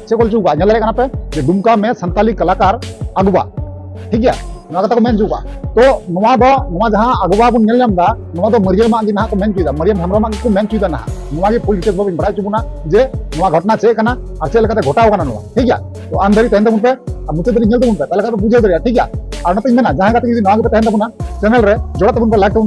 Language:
Santali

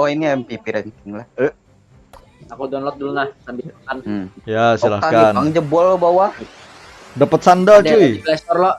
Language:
Banjar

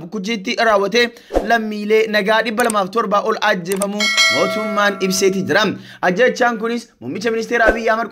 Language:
Oromo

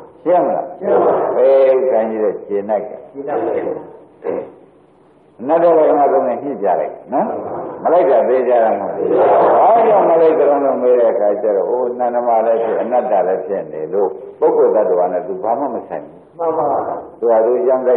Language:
Burmese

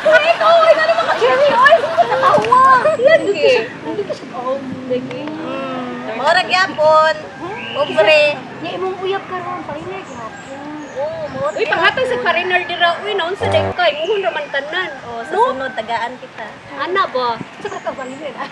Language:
Cebuano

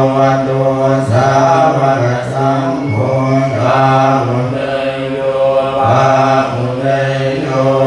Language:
Pali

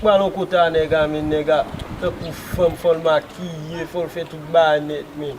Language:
Haitian Creole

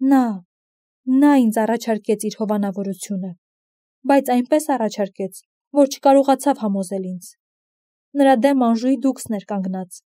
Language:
Armenian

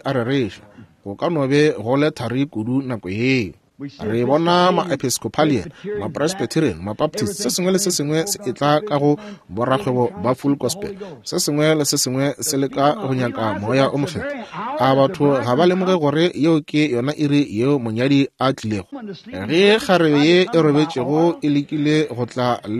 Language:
Northern Sotho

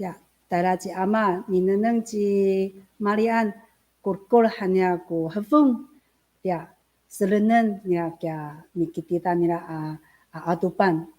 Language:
Amis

